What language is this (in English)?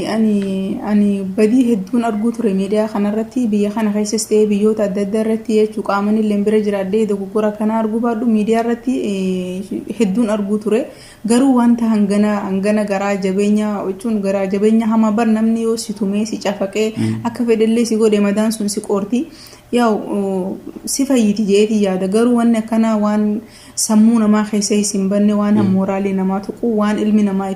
Oromo